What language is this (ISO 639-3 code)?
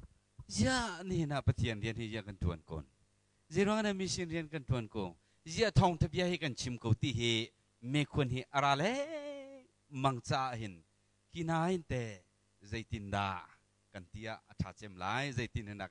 cnh